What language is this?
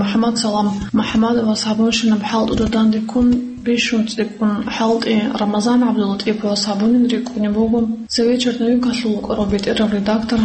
Avaric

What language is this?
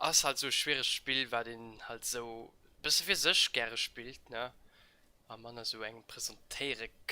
Luxembourgish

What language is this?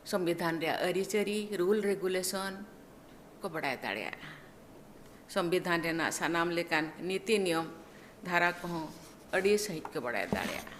Santali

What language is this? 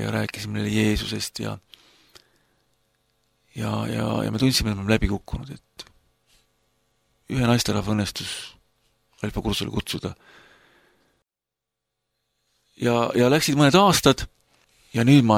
Estonian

